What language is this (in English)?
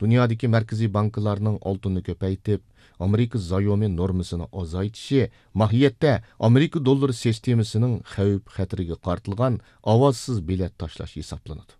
Uyghur